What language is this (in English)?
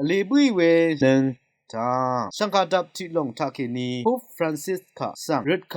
Rawang